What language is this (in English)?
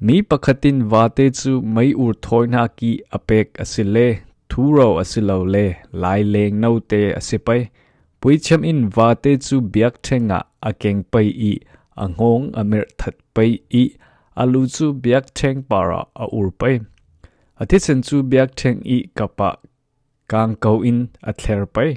Falam Chin